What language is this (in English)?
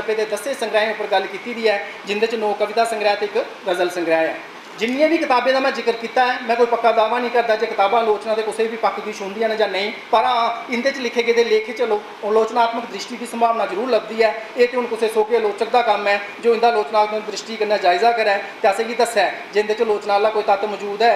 Dogri